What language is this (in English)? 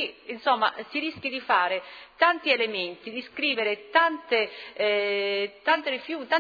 Italian